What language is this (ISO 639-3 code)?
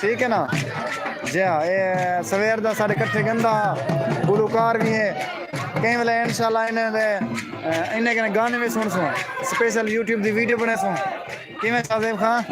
skr